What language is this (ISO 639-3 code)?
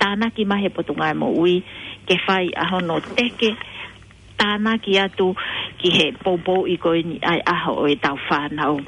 ton